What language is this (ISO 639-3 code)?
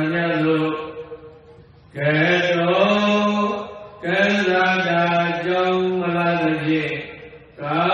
mya